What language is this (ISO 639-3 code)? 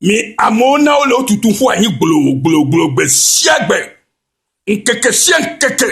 ewe